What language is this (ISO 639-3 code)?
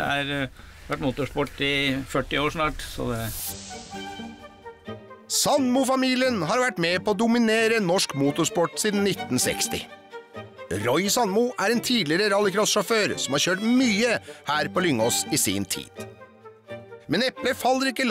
nor